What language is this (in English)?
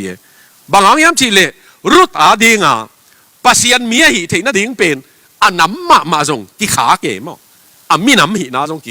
Tedim Chin